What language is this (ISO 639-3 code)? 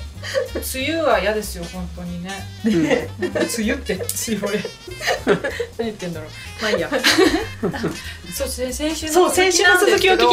jpn